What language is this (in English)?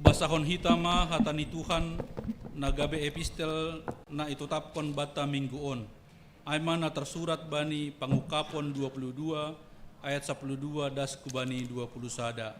Batak Simalungun